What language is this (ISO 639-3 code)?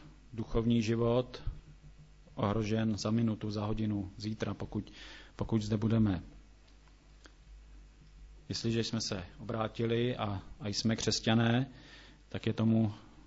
ces